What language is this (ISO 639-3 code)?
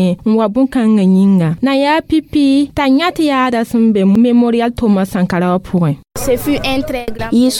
mos